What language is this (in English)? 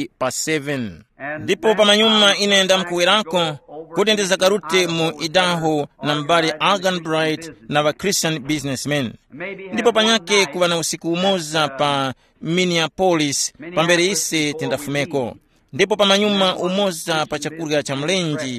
Tumbuka